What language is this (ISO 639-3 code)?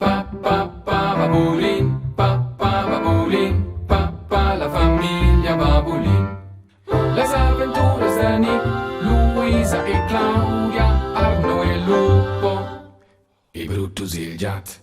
roh